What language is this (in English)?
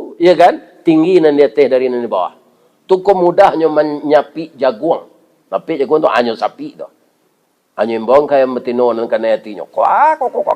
Minangkabau